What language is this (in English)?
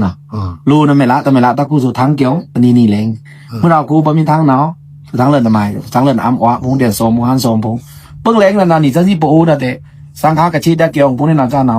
Pa'o Karen